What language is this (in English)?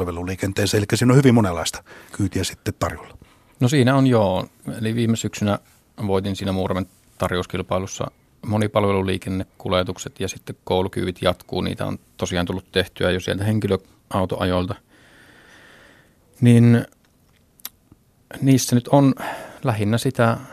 Finnish